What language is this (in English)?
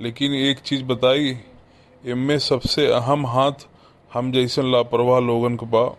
Bhojpuri